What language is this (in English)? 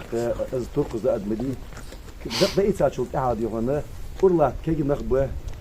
Ingush